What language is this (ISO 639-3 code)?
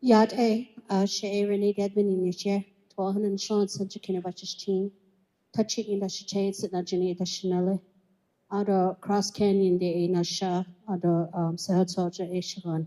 nav